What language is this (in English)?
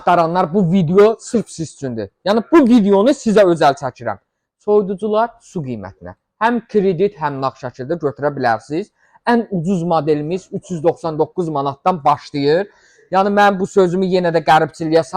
Azerbaijani